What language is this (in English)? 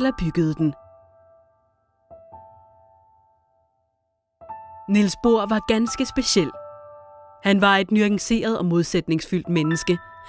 Danish